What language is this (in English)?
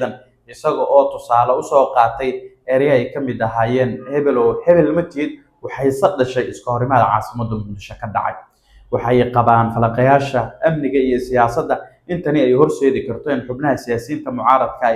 Somali